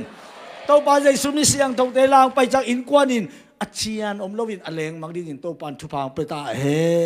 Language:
Tedim Chin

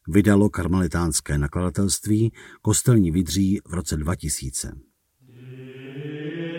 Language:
Czech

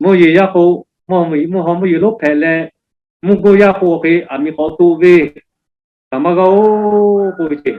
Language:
Lahu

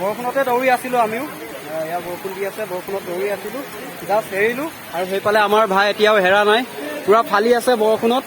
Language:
Assamese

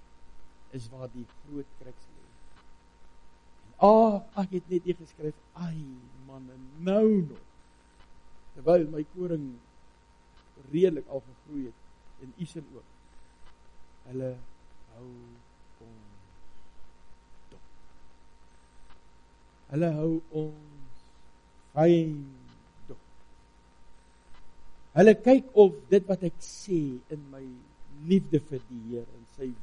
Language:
Afrikaans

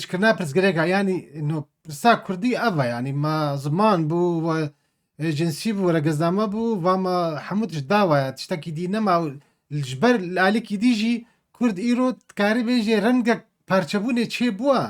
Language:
Kurdish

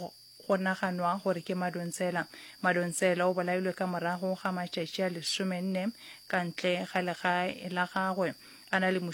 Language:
Northern Sotho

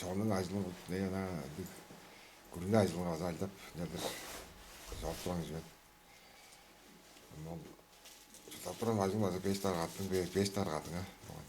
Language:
Tuvinian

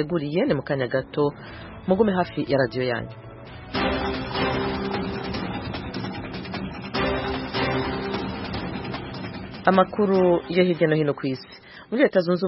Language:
Kinyarwanda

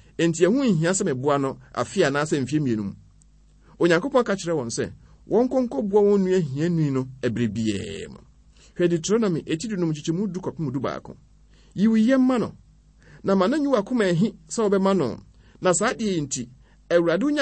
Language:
Akan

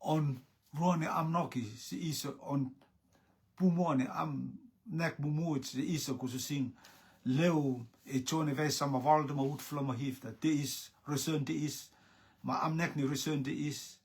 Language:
Rotuman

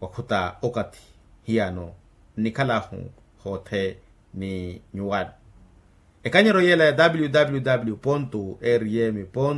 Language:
Makhuwa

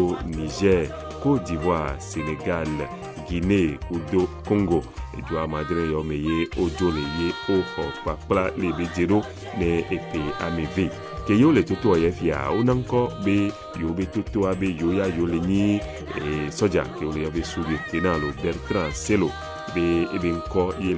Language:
Ewe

